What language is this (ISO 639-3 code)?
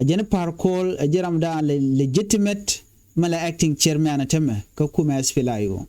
nus